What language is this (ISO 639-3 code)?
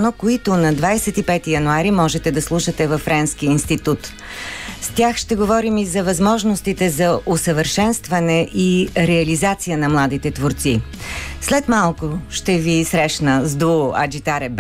bul